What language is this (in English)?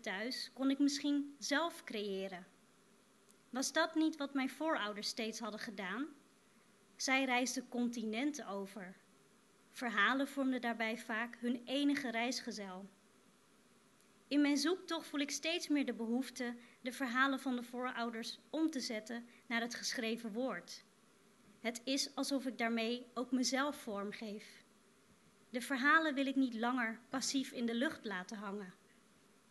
Dutch